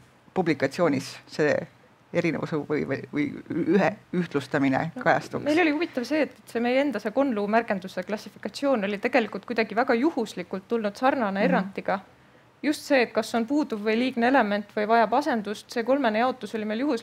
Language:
Estonian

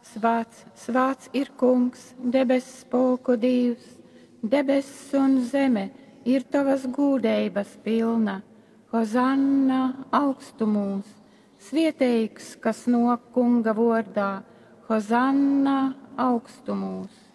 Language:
Latgalian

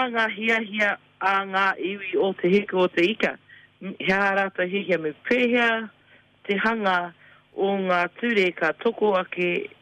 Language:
Māori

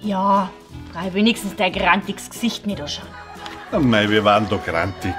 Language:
Bavarian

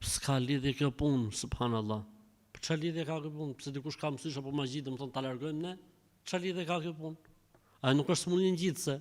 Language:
Albanian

